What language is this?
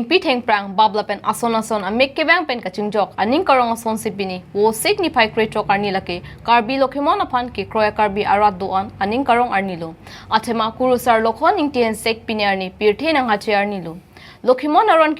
Karbi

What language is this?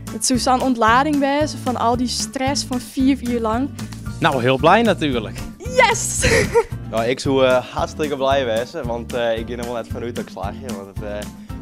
Western Frisian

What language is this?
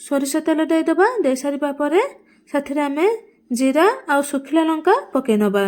Odia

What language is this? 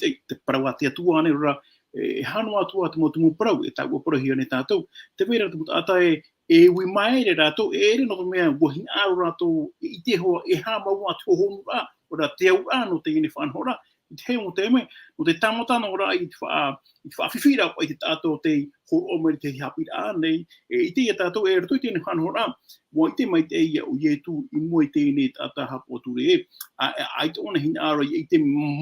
Tahitian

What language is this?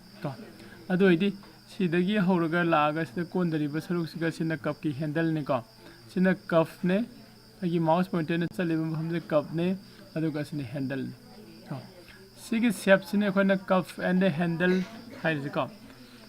Manipuri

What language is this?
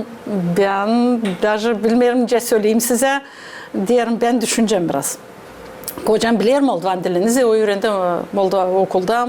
Gagauz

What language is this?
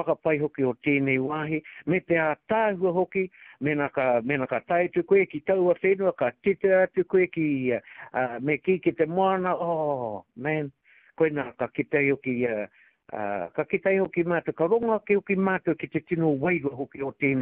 Māori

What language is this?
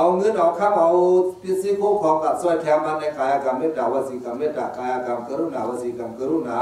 Shan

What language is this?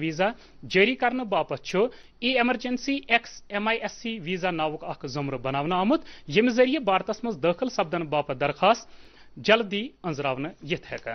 Kashmiri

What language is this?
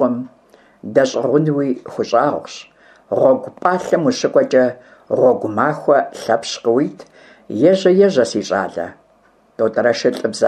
Kabardian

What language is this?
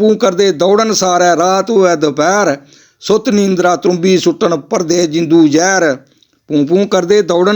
Dogri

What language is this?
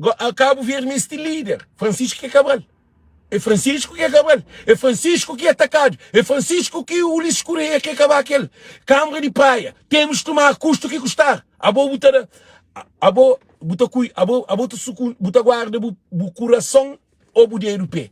Kabuverdianu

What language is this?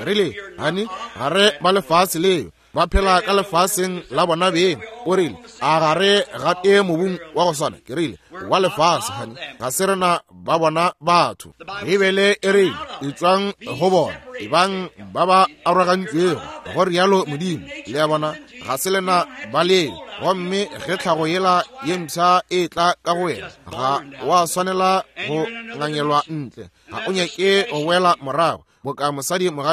Northern Sotho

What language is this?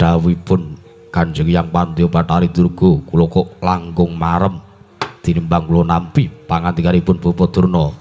Javanese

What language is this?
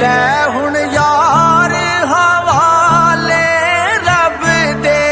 Pahari-Potwari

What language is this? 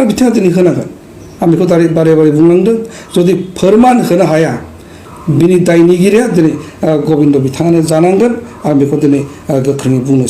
Bodo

